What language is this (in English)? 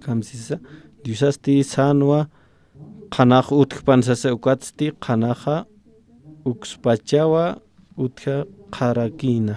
Aymara